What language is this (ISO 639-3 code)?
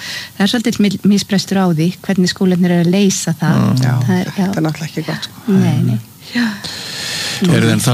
isl